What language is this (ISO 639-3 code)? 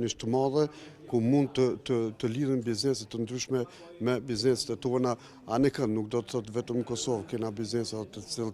sqi